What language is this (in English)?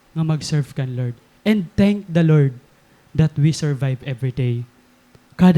Waray